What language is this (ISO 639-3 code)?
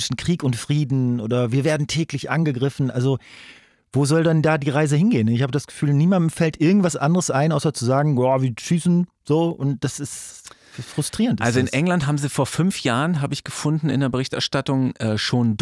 deu